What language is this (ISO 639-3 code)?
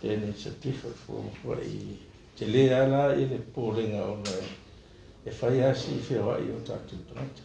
smo